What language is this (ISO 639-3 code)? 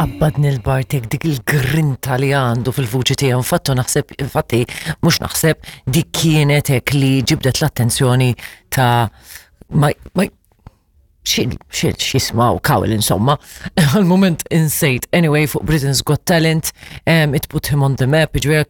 mlt